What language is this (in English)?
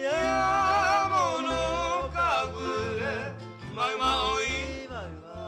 Guarani